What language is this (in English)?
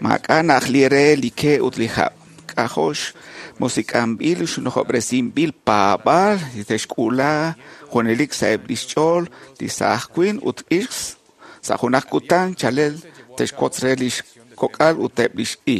Kekchí